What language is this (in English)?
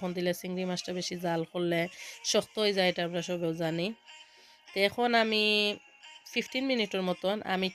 Sylheti